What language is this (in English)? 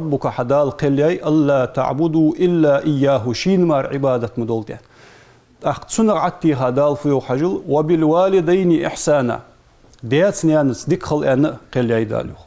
Ingush